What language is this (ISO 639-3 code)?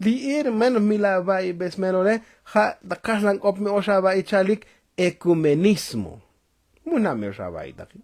tzo